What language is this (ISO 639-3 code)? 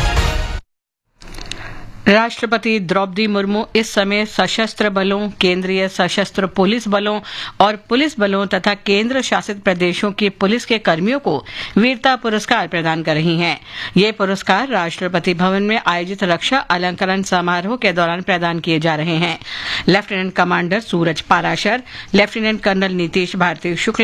hin